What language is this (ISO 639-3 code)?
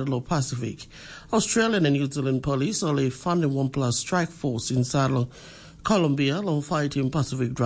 tpi